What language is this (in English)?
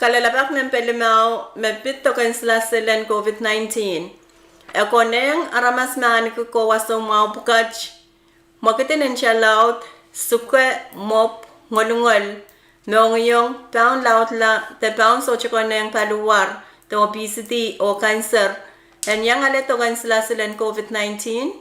Pohnpeian